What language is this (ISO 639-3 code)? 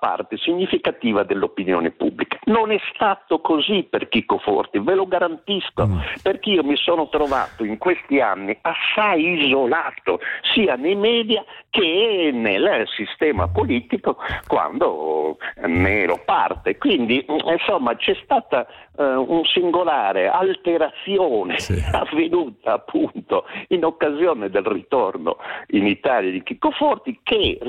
ita